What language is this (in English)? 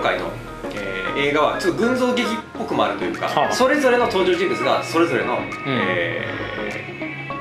Japanese